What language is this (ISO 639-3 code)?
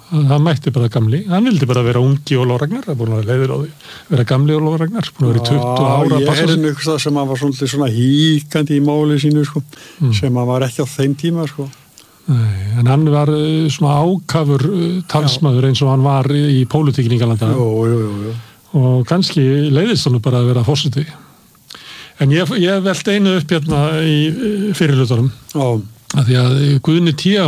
isl